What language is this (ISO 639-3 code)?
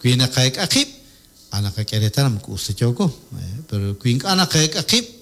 kek